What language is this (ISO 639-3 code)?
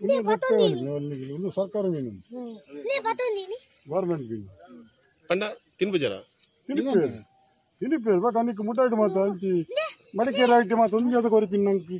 tcy